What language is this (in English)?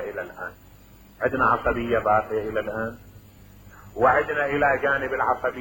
Mesopotamian Arabic